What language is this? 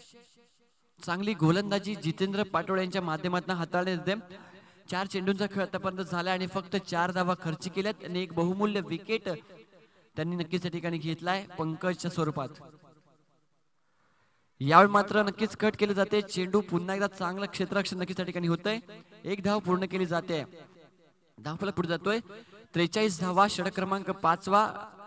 Marathi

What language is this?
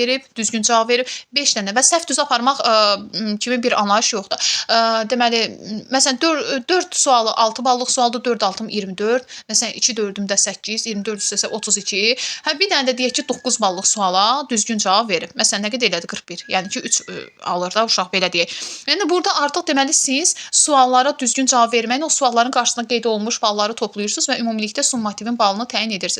Azerbaijani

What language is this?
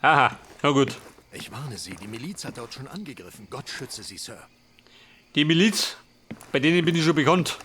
Bavarian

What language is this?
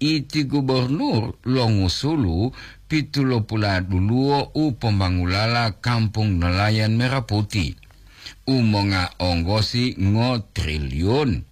Gorontalo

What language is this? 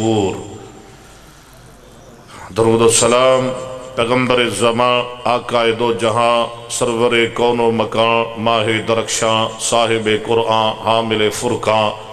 Urdu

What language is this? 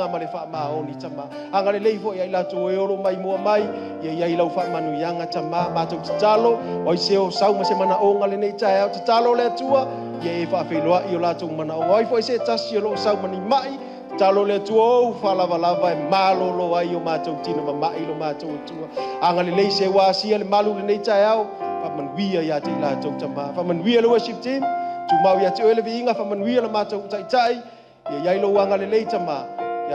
Samoan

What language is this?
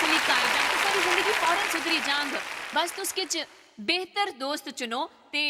Dogri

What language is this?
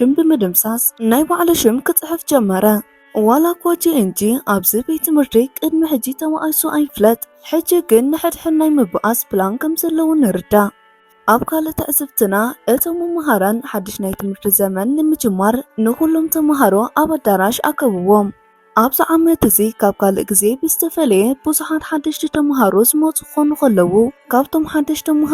Tigrinya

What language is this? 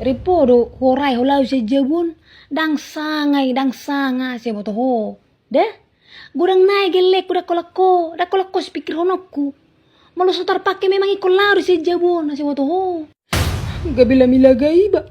Batak Toba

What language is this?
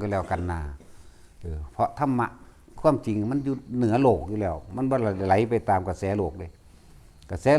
Lao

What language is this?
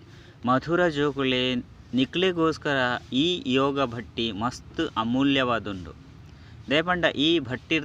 Tulu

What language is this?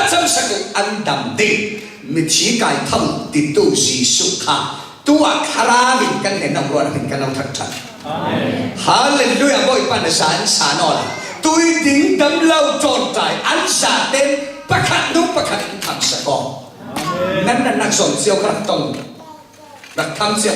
Falam Chin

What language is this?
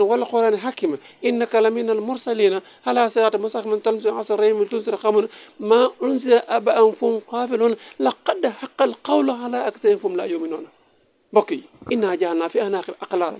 Wolof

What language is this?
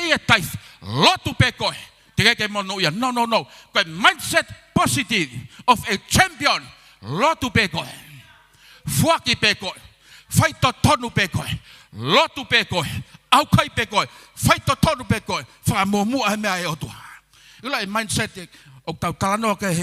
Tongan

